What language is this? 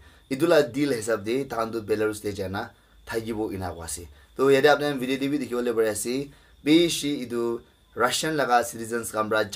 Naga Pidgin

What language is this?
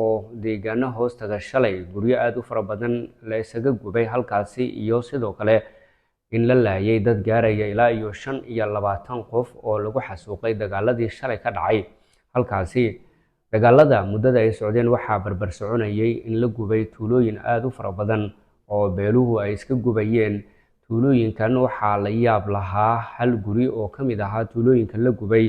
Somali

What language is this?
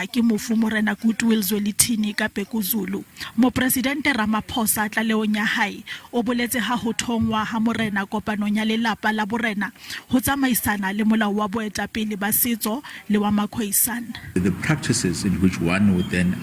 Southern Sotho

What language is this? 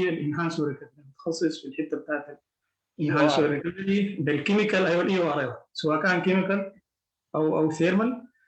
Sudanese Arabic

